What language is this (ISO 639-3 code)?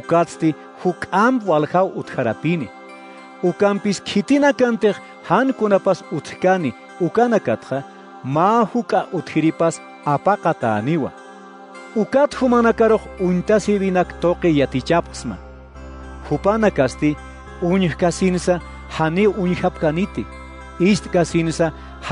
aym